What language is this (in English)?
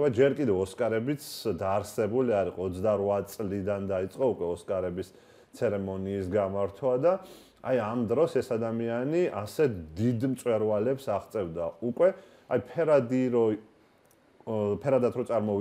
Georgian